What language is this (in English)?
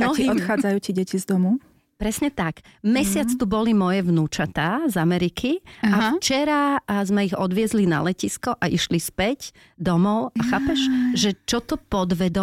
Slovak